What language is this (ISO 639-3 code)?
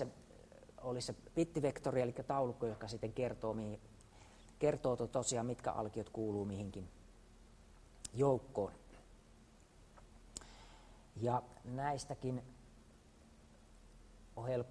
fin